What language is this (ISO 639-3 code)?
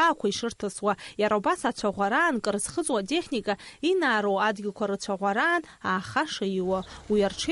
abk